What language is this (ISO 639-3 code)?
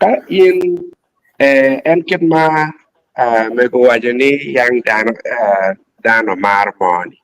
ach